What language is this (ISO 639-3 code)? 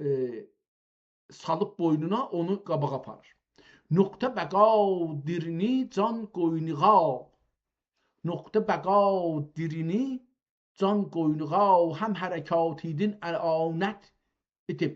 azb